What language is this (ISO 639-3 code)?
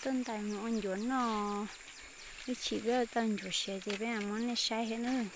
hmn